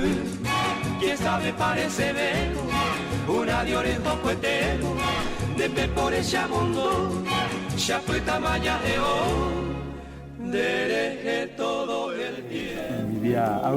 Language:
Guarani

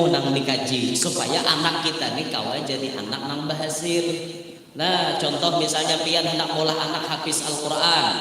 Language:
Banjar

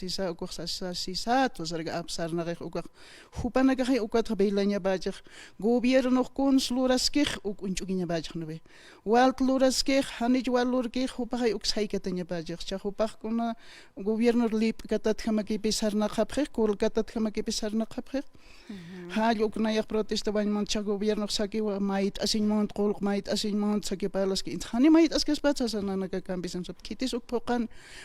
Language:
Aymara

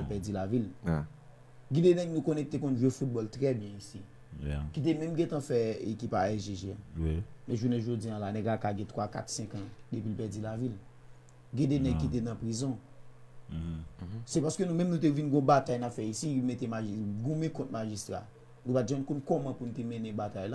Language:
Haitian Creole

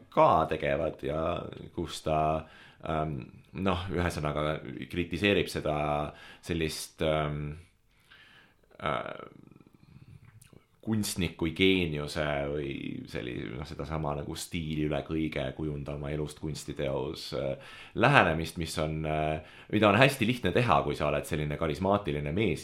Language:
Estonian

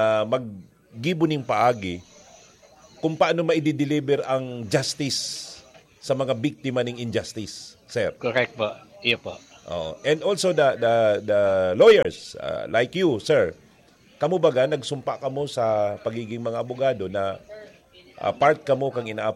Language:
Bikol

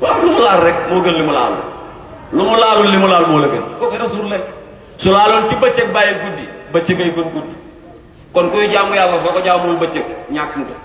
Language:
Wolof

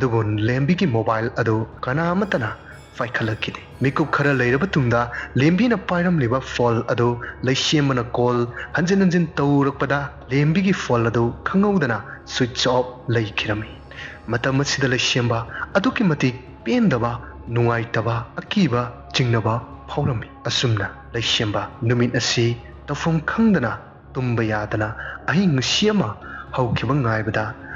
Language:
Manipuri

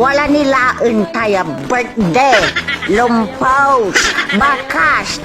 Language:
Pangasinan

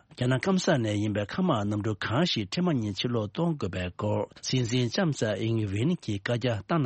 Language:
Tibetan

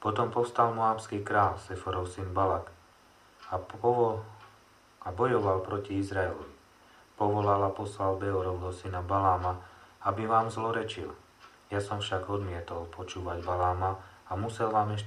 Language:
Slovak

